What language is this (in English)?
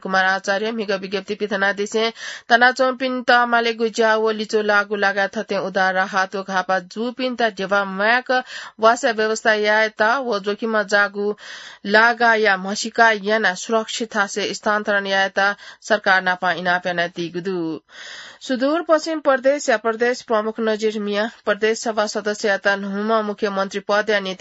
Newari